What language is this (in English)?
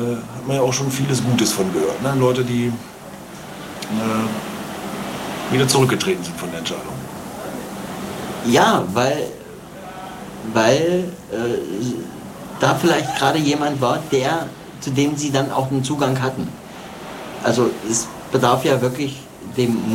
German